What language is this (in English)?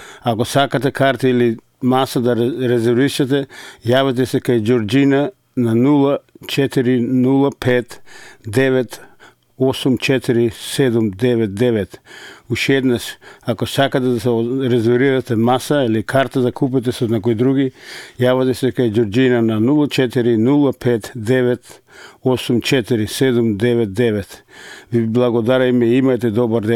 Macedonian